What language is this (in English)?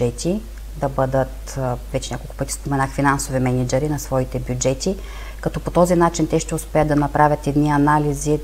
Bulgarian